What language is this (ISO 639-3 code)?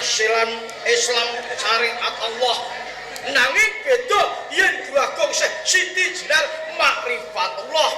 jav